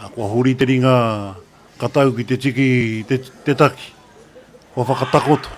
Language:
Māori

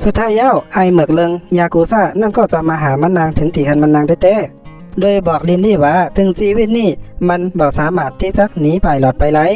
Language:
Shan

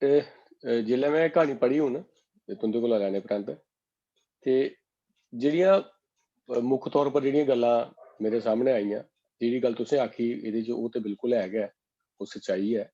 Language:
Dogri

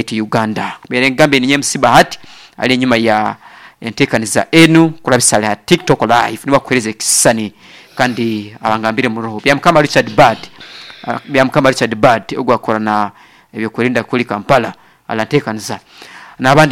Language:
Nyoro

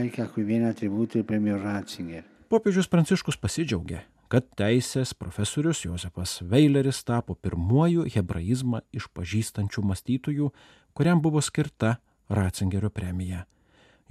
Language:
Lithuanian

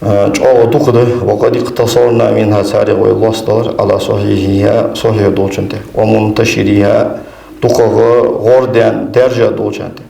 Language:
Ingush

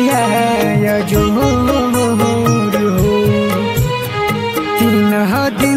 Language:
Bhojpuri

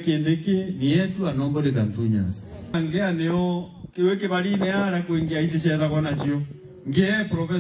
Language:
Meru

